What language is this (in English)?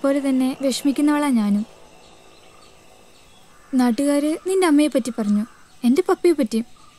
Malayalam